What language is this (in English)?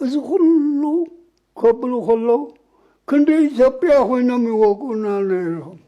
Tigrinya